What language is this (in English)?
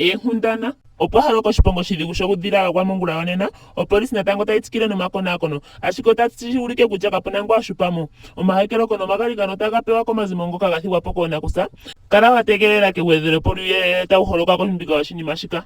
Ndonga